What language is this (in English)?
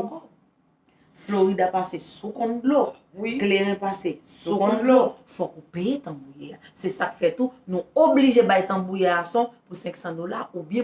Haitian Creole